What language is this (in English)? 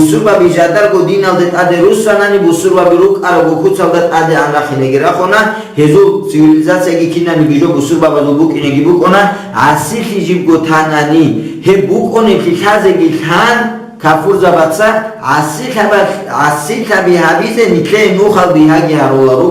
Avaric